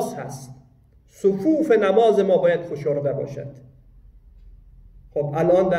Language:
Persian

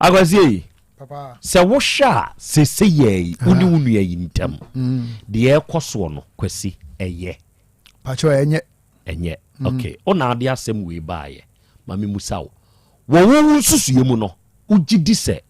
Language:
Akan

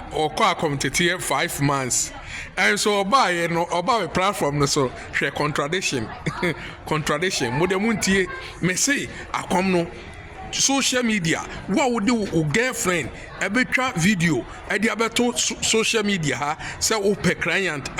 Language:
Akan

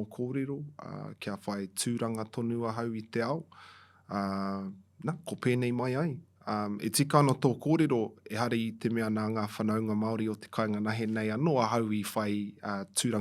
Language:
Māori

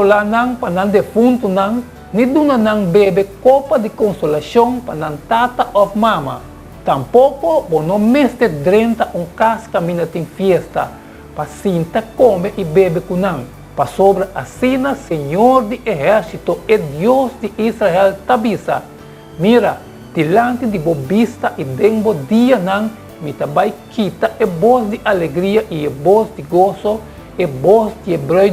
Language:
Papiamento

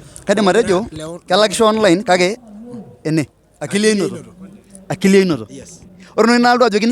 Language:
Masai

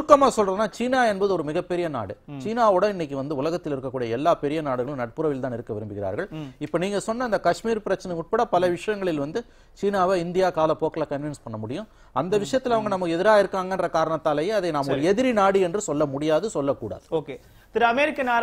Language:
Tamil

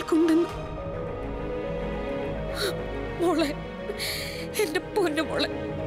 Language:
Malayalam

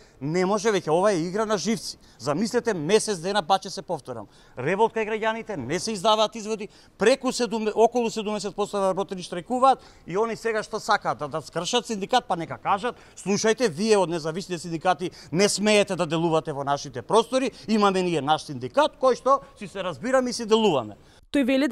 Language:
Macedonian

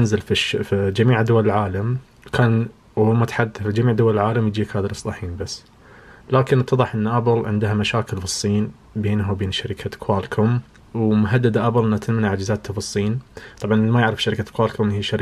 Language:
Najdi Arabic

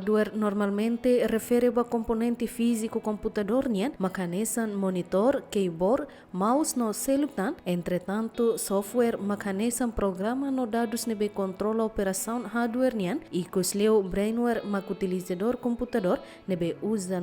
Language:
Tetum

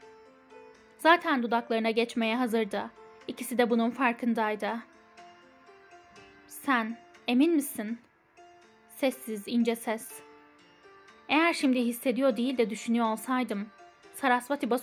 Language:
Turkish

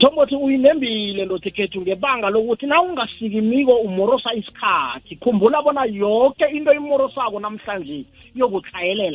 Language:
South Ndebele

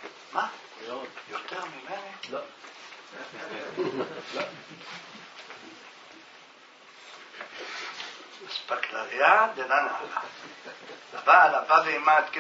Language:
Hebrew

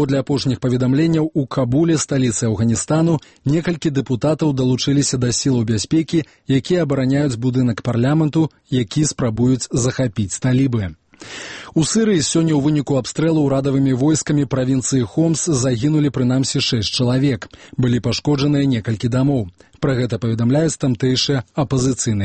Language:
Belarusian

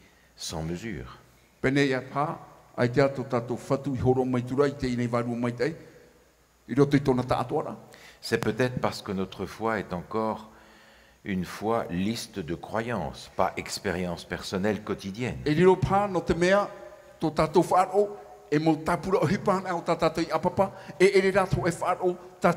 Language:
Tahitian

